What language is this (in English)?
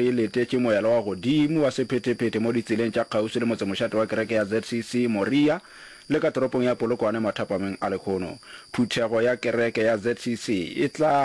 Northern Sotho